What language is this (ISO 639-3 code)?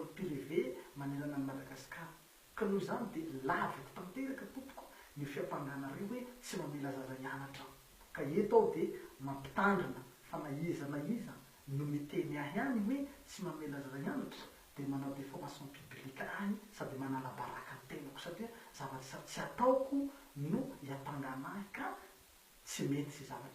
mlg